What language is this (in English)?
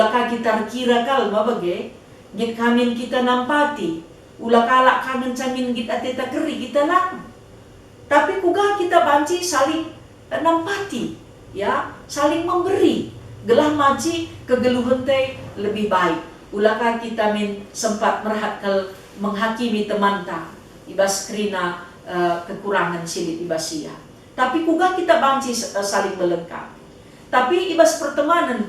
Batak Karo